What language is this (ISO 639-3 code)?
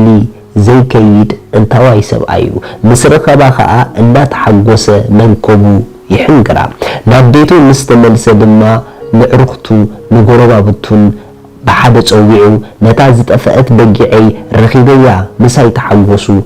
tir